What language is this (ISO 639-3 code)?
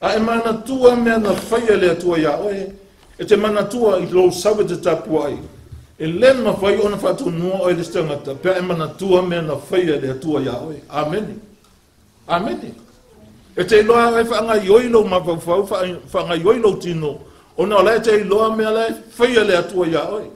smo